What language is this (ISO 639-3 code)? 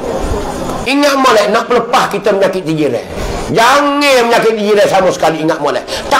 mfa